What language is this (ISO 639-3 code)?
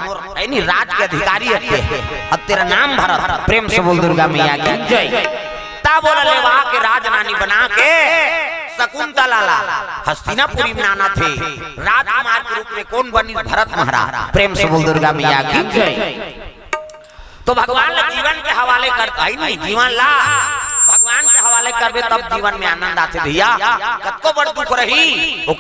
hne